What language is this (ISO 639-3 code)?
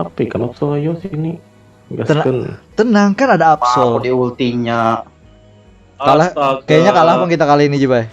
bjn